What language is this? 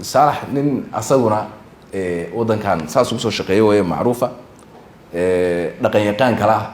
Somali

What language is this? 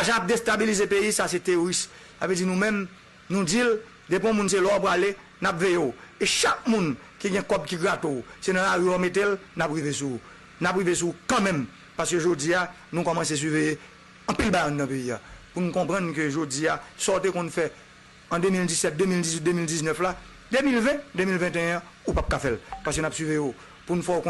Haitian Creole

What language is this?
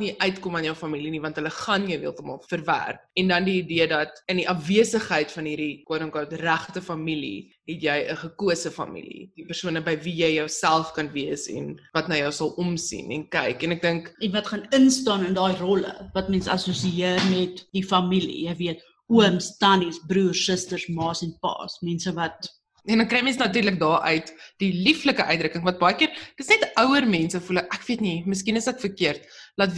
Afrikaans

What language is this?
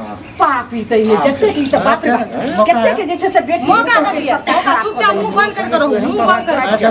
Maithili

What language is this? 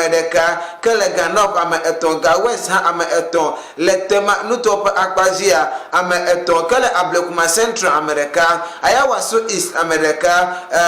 Ewe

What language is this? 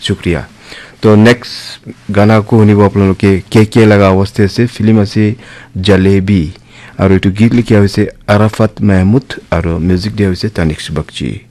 Naga Pidgin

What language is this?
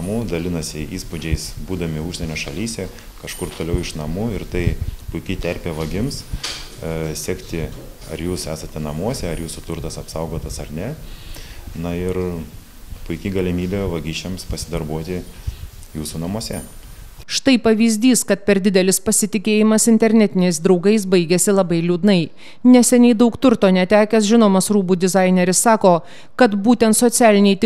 Lithuanian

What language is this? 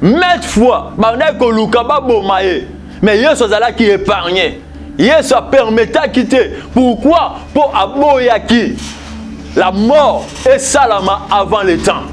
Lingala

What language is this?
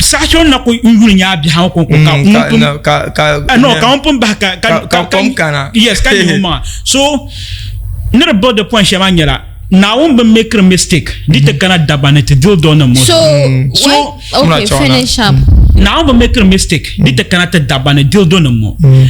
Dagbani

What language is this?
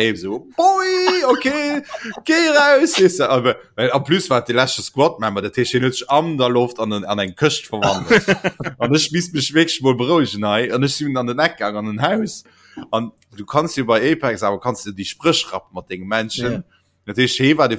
Luxembourgish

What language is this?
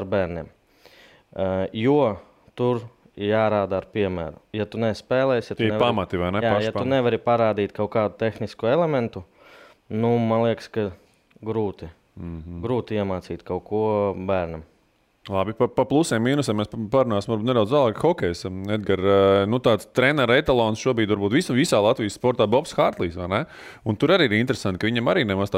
Latvian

